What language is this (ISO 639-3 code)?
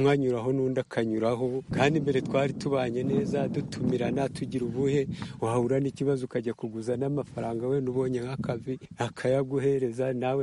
kin